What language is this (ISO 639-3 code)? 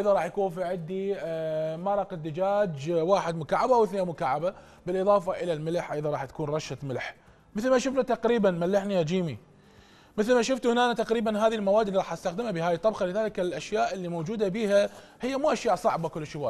acm